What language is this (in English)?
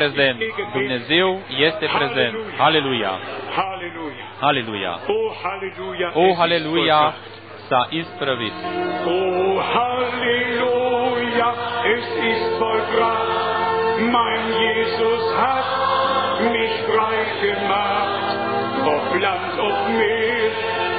Romanian